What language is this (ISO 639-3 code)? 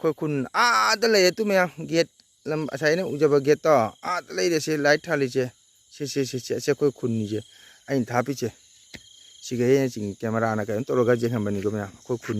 mni